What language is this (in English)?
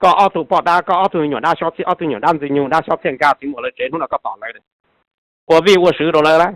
Hmong